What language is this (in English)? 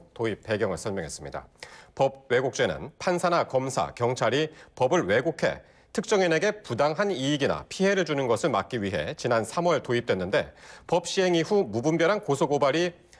Korean